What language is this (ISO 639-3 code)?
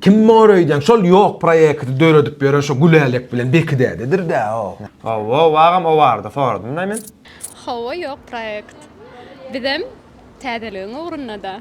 tuk